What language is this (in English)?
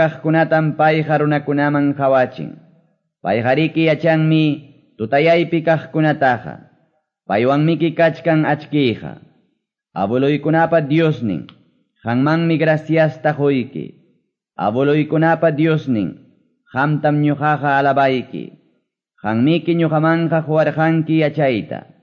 Quechua